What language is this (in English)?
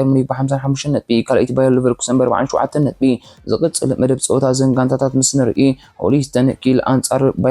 Tigrinya